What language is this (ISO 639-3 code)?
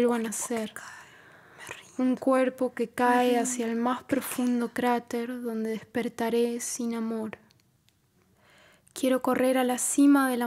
spa